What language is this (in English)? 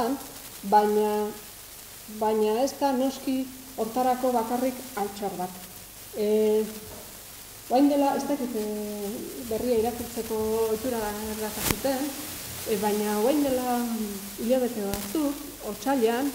Basque